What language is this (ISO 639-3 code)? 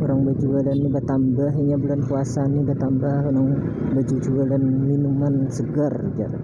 bjn